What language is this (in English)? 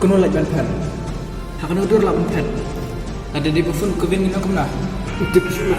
Khasi